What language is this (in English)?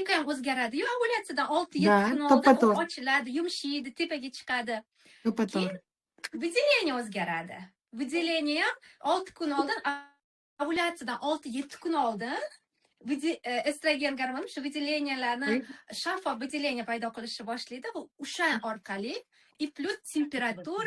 Uzbek